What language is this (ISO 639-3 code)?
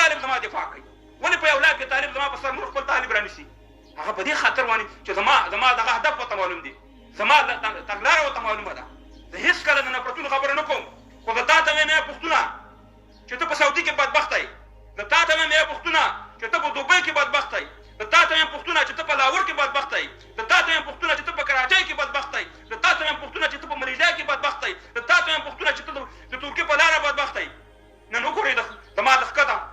pus